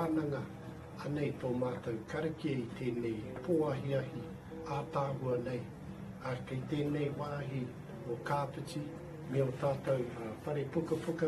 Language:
Māori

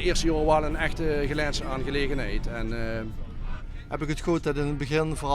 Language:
Limburgish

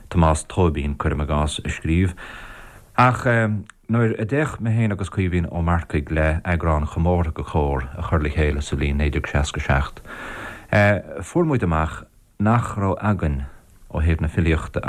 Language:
Irish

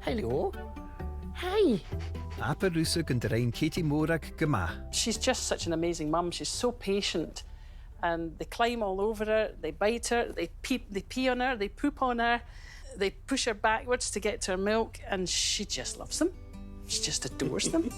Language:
Scottish Gaelic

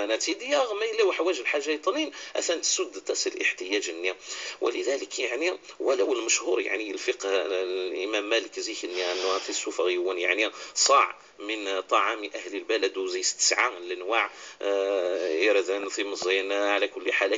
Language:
Moroccan Arabic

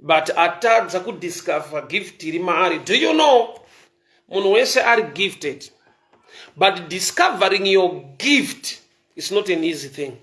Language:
Shona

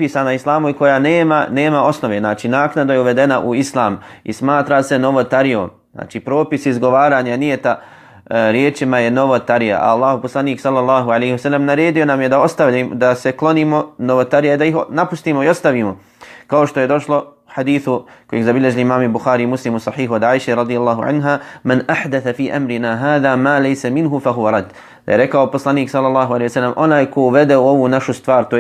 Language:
Bosnian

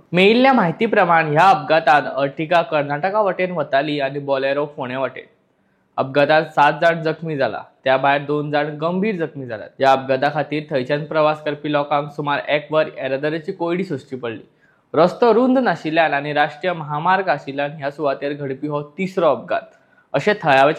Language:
Konkani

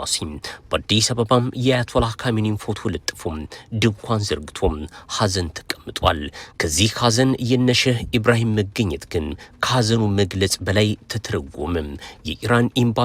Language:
Amharic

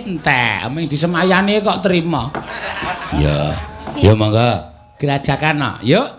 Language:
Javanese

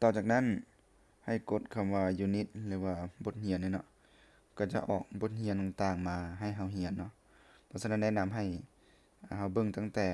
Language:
Lao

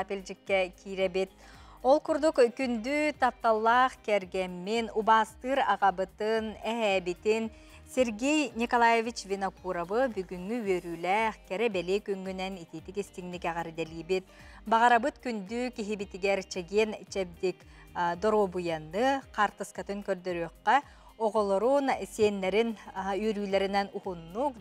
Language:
Yakut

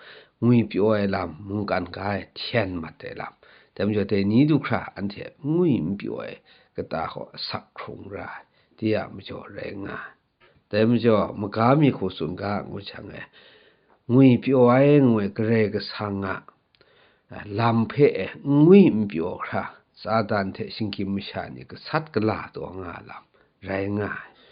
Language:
Kachin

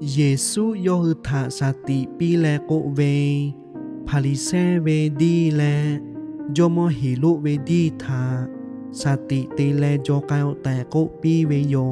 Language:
Lahu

